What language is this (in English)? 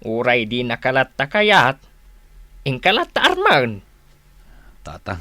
Iloko